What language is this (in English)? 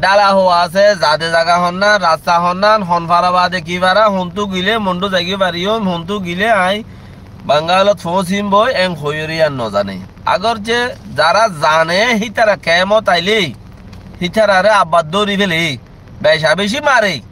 Rohingya